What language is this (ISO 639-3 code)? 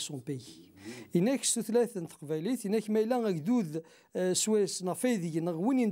kab